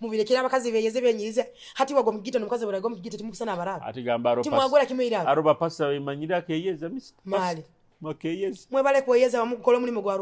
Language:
Nyoro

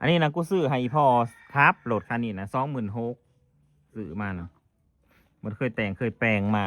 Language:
Northeastern Thai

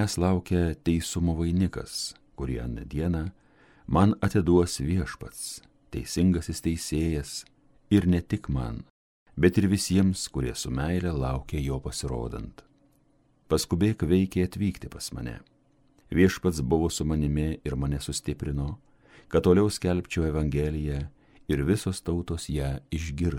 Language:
Lithuanian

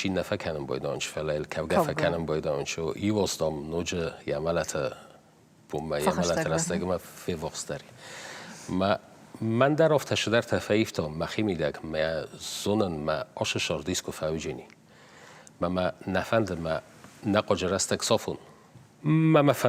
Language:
Ossetic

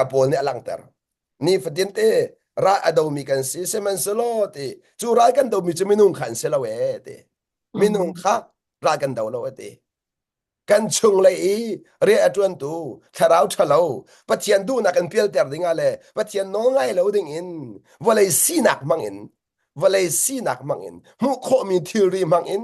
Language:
Hakha Chin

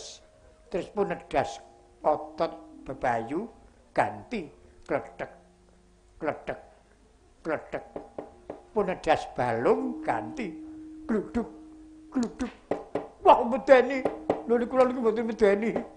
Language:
Javanese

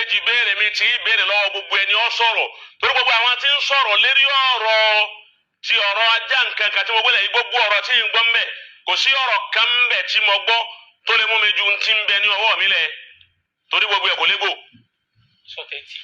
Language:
Yoruba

